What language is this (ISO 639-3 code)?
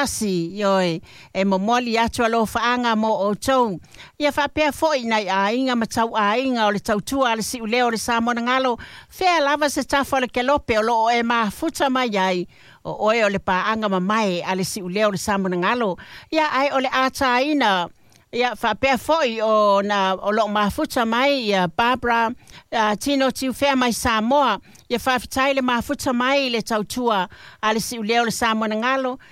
smo